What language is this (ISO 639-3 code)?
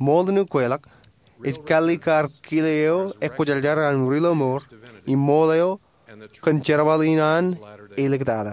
mah